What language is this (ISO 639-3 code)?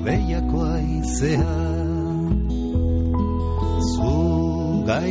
eus